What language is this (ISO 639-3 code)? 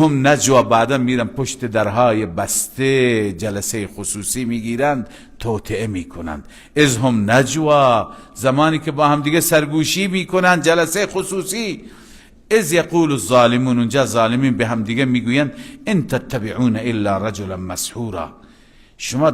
fas